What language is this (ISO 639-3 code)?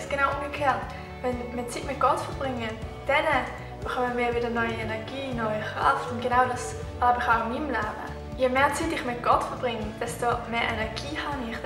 gsw